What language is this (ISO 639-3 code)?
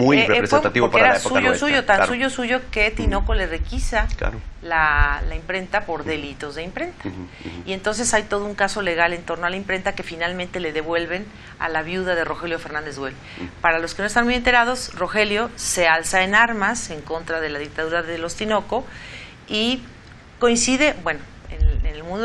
spa